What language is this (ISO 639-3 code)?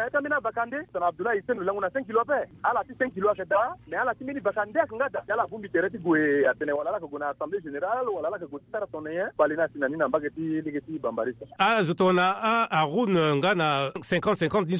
sag